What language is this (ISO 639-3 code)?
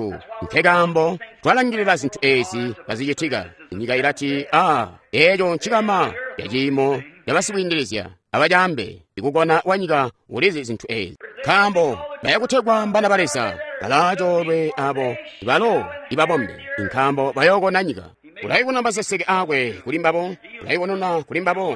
toi